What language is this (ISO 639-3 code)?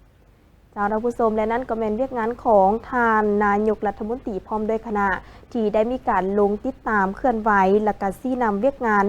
lao